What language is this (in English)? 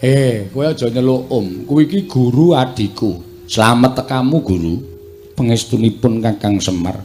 Javanese